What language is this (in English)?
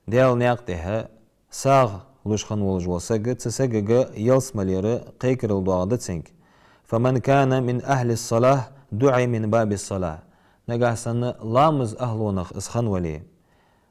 Ingush